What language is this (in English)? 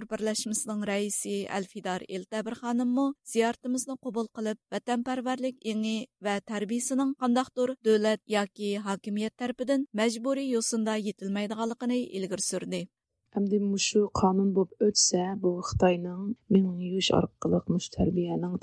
Uyghur